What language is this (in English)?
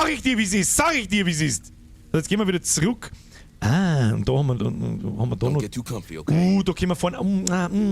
Bavarian